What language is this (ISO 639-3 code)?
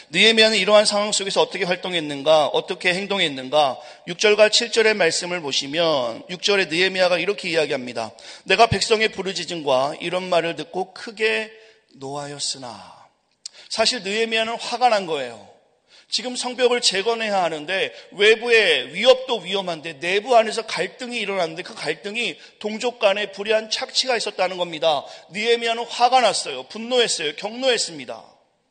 kor